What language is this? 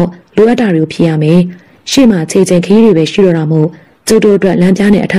Burmese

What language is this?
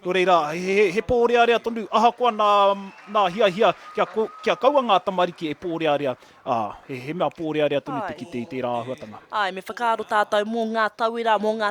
Māori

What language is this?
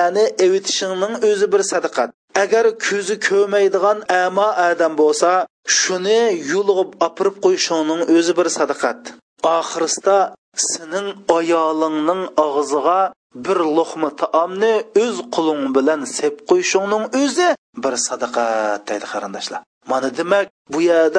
Uyghur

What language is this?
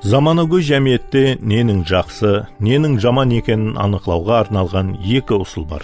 Kara-Kalpak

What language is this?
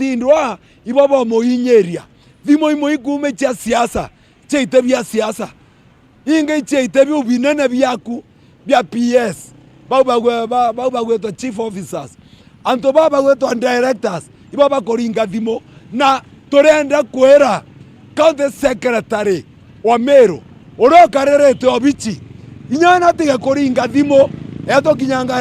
Meru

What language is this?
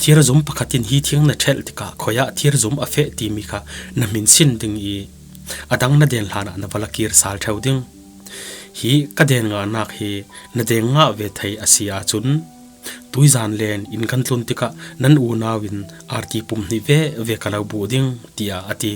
Falam Chin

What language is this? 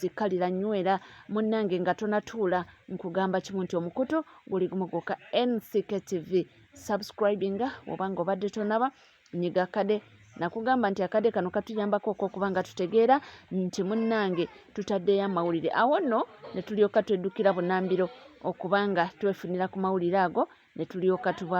Ganda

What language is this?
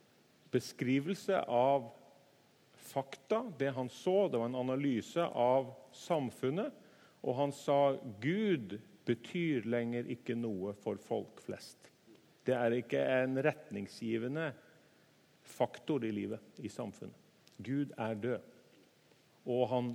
Norwegian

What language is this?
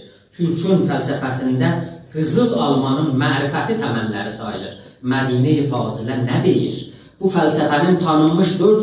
South Azerbaijani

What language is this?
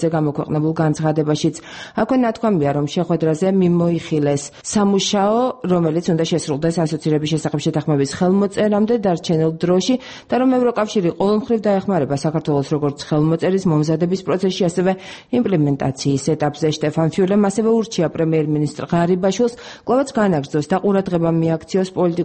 Georgian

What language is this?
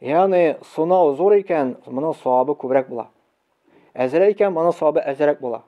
Tatar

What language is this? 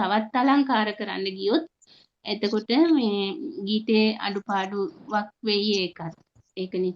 Sinhala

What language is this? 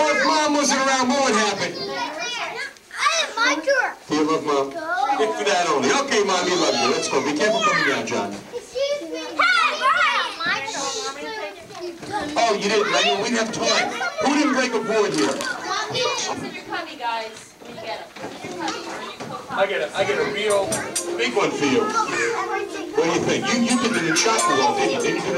English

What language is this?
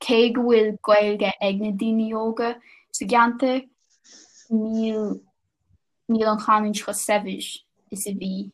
Irish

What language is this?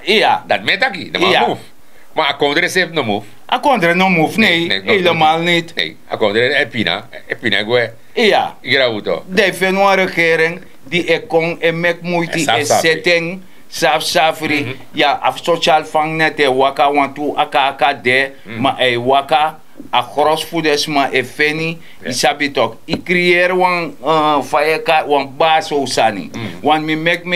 Sranan Tongo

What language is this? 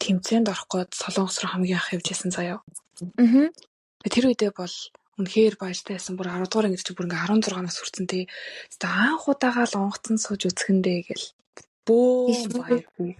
Mongolian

